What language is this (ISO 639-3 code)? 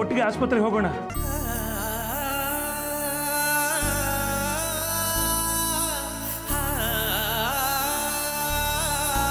kan